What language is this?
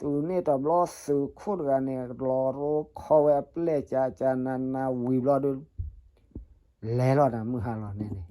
S'gaw Karen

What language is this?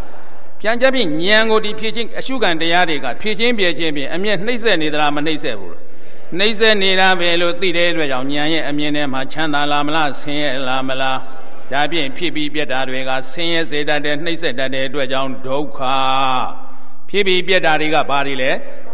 Burmese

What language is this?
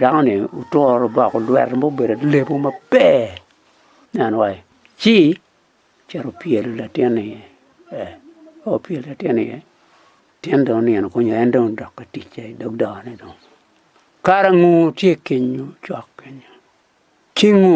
Acoli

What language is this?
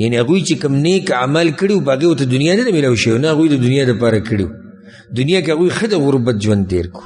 Pashto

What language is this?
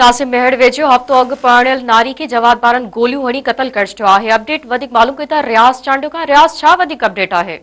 Sindhi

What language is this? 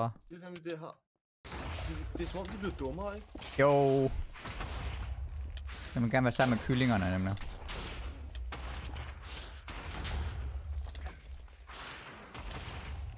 Danish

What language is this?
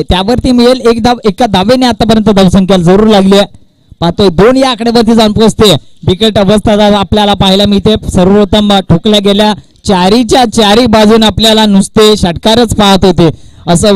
Marathi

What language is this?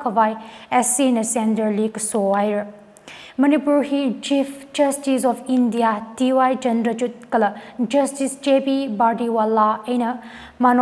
Tangkhul Naga (India)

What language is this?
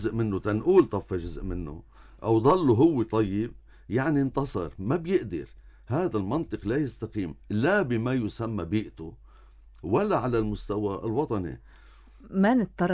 North Levantine Arabic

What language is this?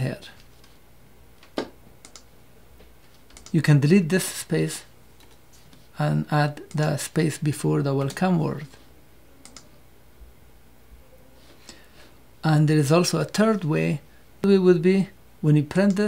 English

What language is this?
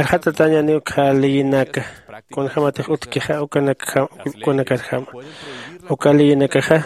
Aymara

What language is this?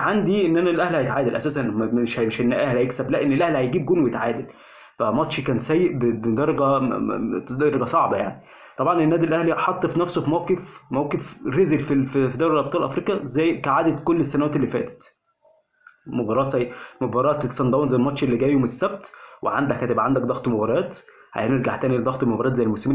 Egyptian Arabic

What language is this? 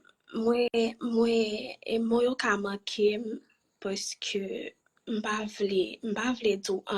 Haitian Creole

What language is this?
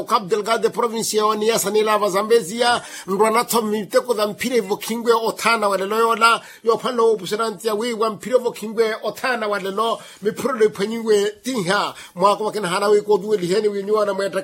Makhuwa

